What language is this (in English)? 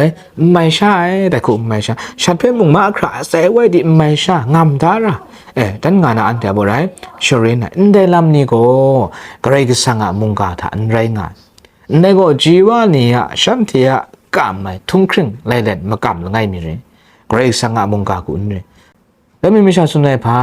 Kachin